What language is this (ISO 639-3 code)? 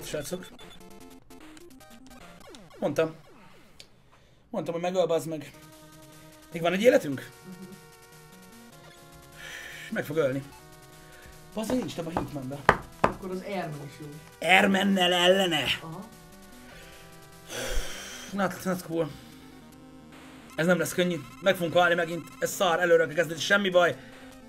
hun